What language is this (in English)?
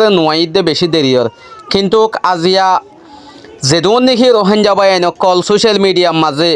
Rohingya